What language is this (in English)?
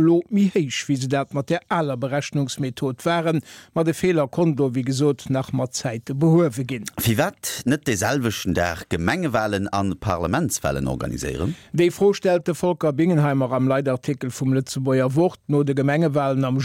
Luxembourgish